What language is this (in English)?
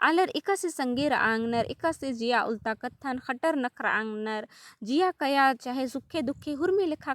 Kurukh